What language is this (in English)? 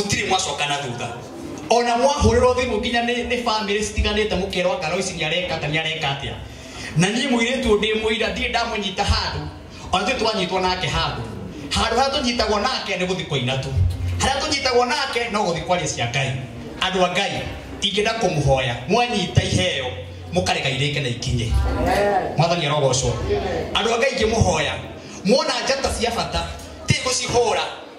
Kikuyu